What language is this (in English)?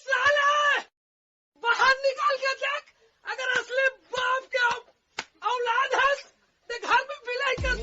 Chhattisgarhi